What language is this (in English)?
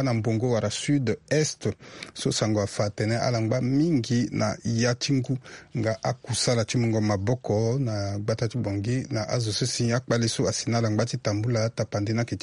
Sango